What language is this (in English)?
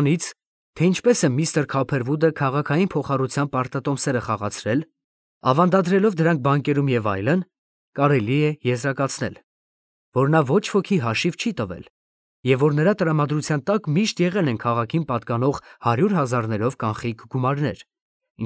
Armenian